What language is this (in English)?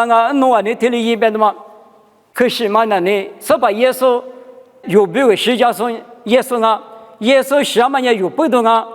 Lisu